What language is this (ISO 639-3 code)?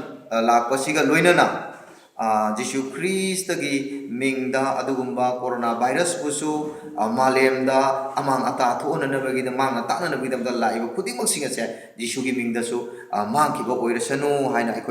mni